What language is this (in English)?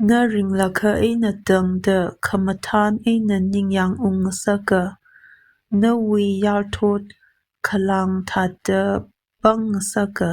Tangkhul Naga (India)